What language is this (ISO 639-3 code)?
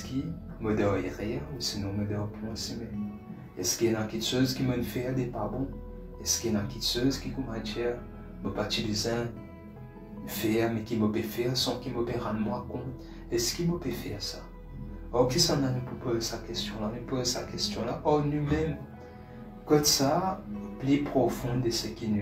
mfe